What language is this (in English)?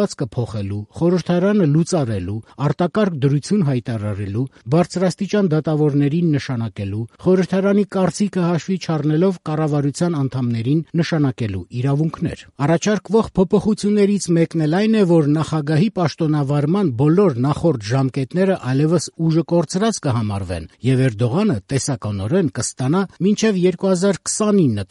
Armenian